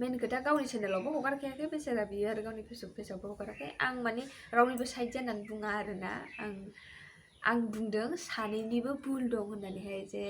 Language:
Bodo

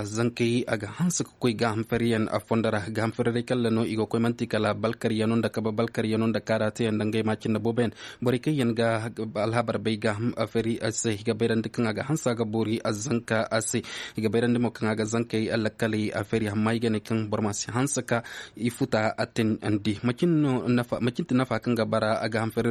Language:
Zarma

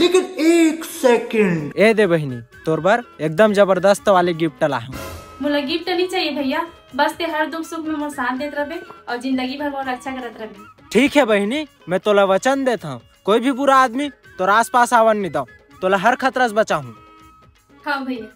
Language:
Chhattisgarhi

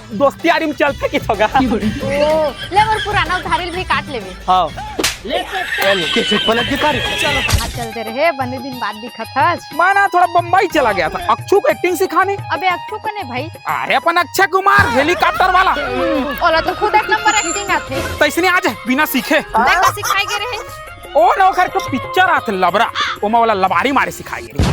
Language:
Chhattisgarhi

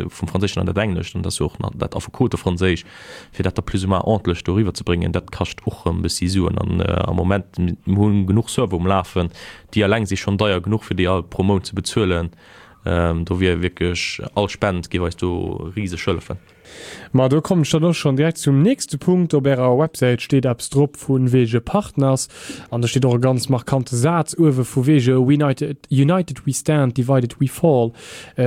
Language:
Luxembourgish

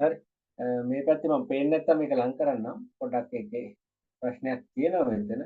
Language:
Sinhala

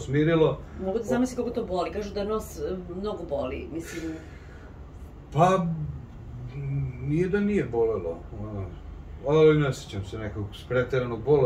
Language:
Serbian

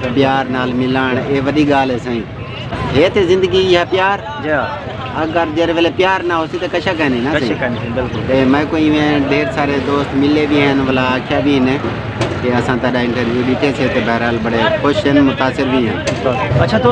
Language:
Saraiki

